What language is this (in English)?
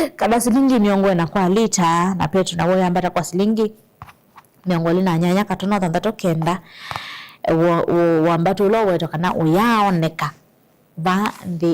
Kamba